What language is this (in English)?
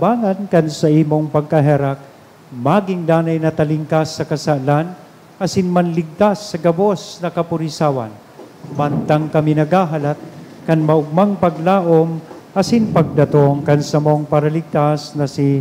Bikol